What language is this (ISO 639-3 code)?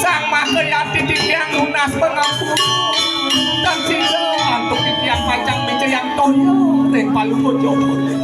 ban